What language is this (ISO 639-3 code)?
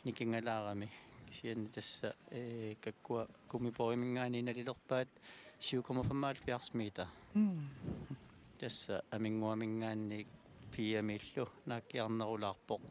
kal